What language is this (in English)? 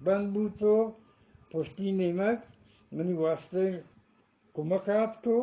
Eastern Balochi